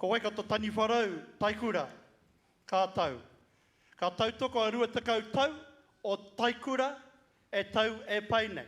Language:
Māori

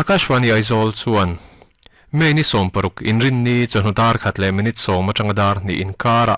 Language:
Mizo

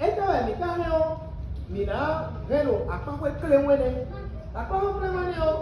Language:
Fon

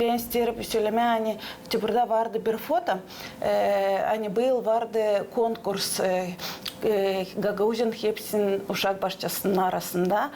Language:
Gagauz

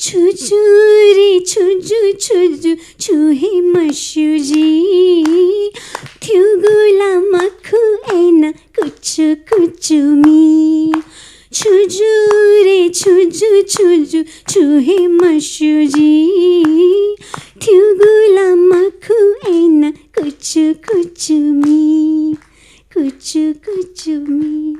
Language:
Newari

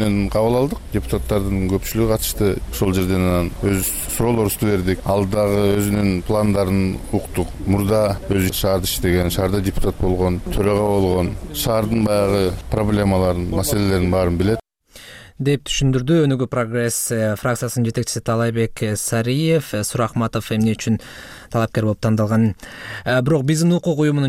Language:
Kyrgyz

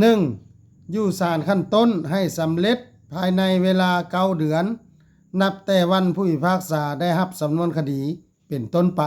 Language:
Lao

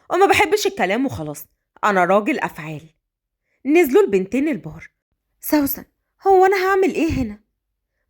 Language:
Egyptian Arabic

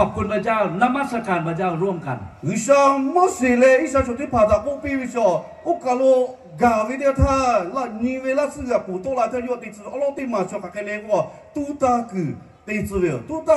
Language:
Lahu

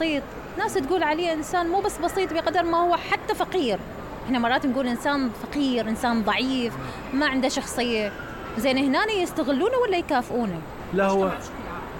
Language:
Mesopotamian Arabic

